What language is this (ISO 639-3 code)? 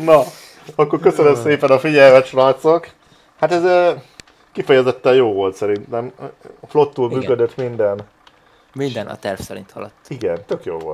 hun